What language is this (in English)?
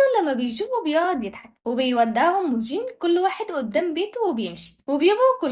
Egyptian Arabic